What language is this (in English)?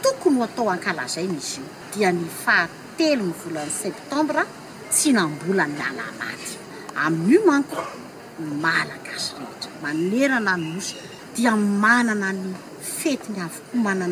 Malagasy